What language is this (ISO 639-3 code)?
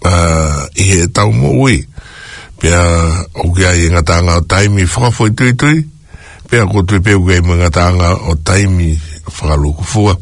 ton